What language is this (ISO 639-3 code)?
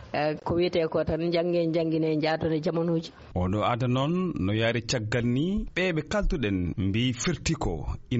ful